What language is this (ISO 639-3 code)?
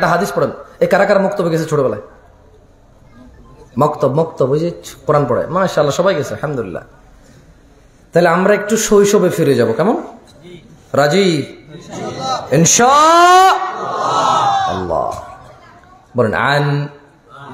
ben